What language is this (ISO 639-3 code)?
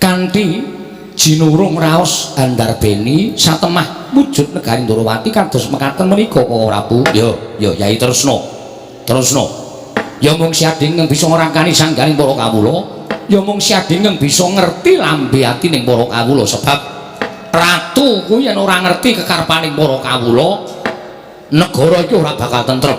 jav